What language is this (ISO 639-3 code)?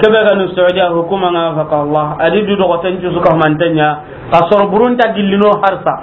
snk